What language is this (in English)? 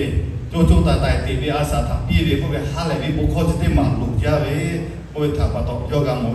Lahu